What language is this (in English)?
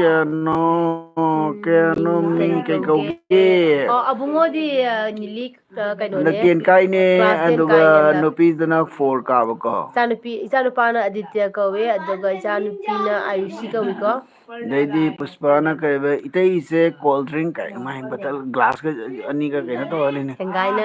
Manipuri